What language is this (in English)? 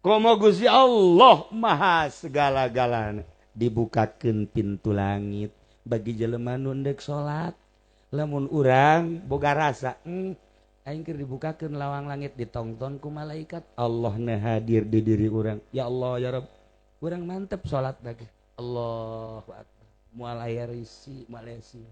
Sundanese